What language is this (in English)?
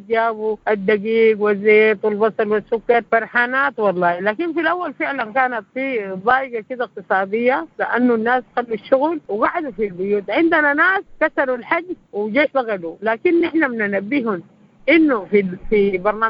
Sudanese Arabic